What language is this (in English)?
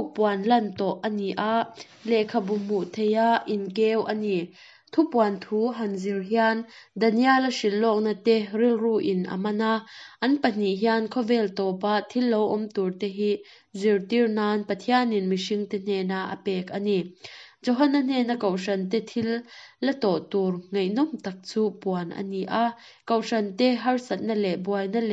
Mizo